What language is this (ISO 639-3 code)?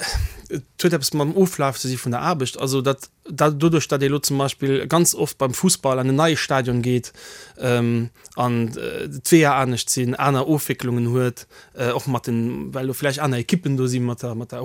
ltz